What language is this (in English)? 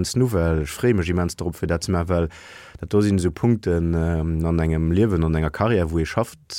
Luxembourgish